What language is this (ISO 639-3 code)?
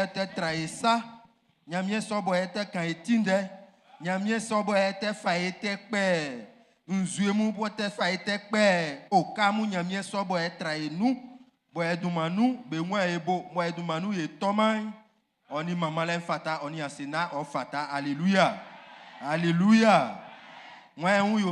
bci